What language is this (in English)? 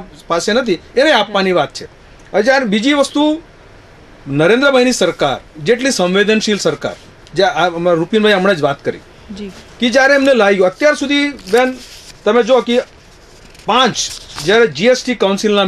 Gujarati